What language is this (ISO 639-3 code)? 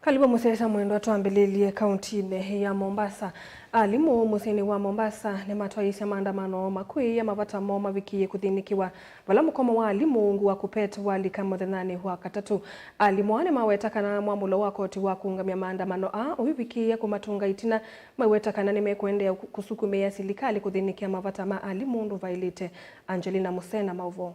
kam